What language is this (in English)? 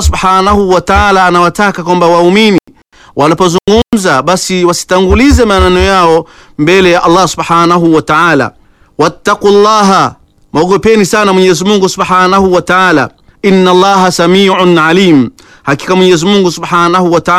Swahili